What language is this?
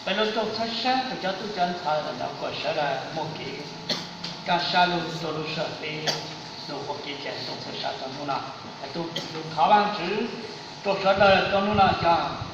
Hmong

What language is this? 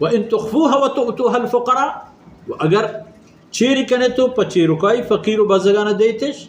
Baluchi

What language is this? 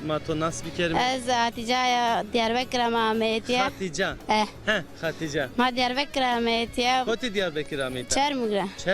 Zaza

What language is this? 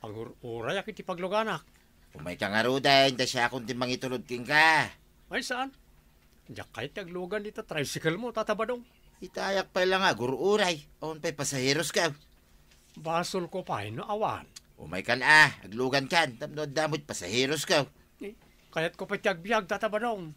Iloko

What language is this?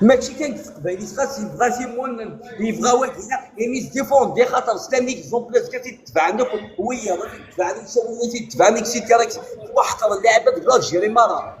Kabyle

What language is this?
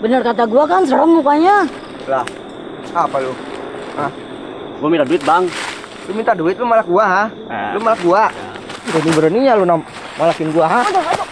Betawi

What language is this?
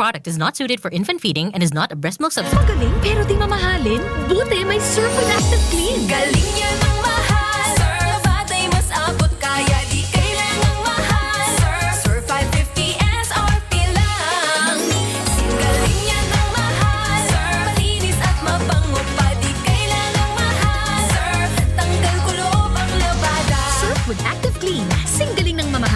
Bikol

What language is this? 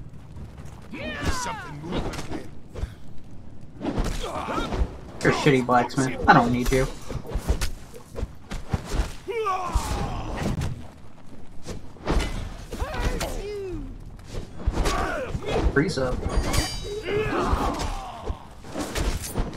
English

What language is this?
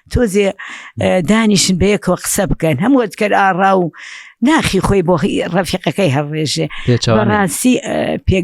Central Kurdish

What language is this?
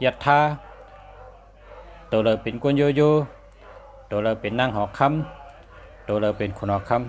Shan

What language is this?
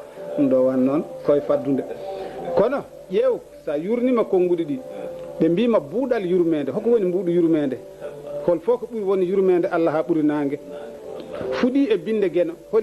Fula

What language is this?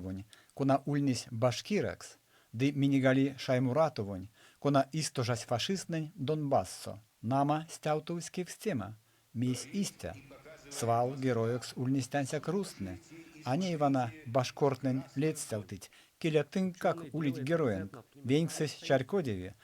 Erzya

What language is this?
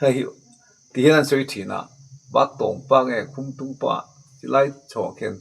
Mizo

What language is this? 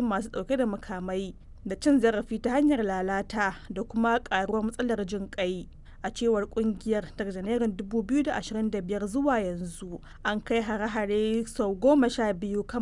Hausa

